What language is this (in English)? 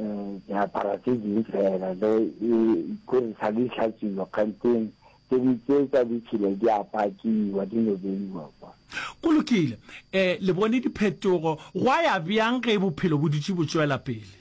Northern Sotho